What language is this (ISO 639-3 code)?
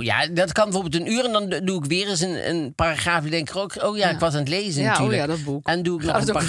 nld